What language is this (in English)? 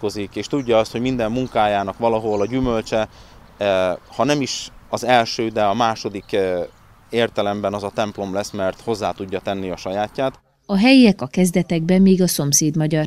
Hungarian